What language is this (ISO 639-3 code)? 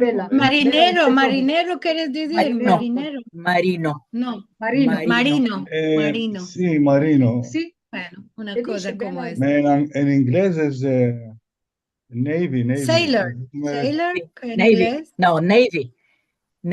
lad